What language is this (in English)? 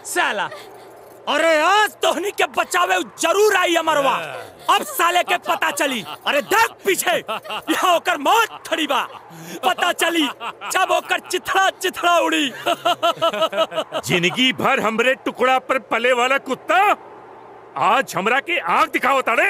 Bhojpuri